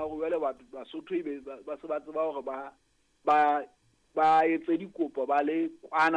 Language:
Southern Sotho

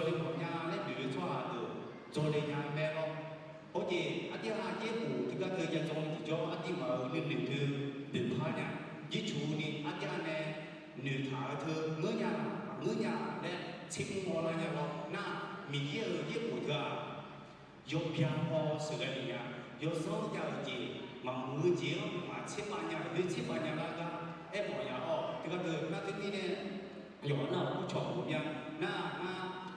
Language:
Akha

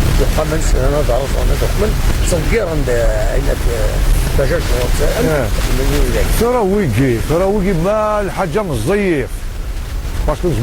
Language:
Kabyle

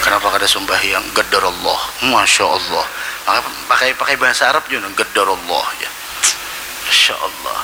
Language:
Banjar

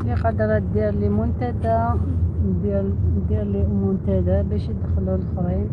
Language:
Algerian Arabic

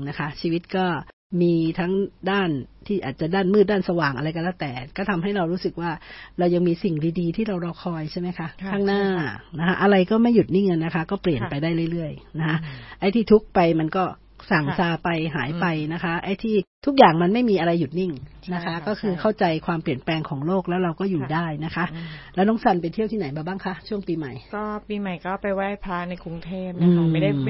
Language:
Thai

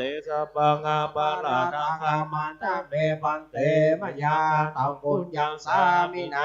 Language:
Pali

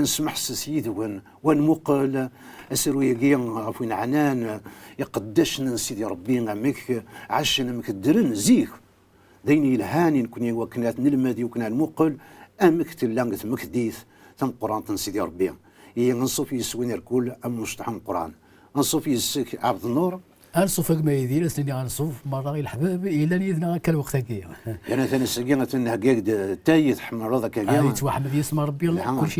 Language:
Kabyle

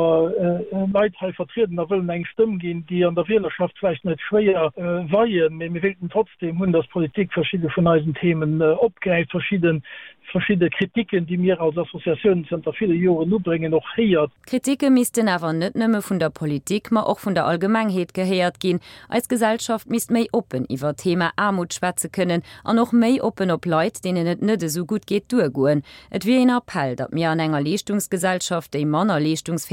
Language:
Luxembourgish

